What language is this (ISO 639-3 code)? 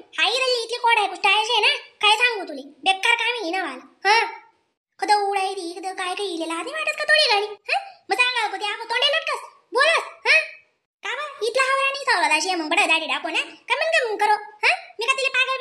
khn